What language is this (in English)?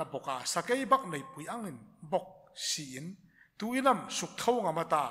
Hmar